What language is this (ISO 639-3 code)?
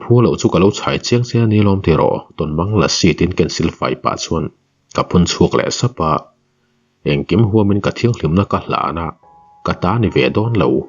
lus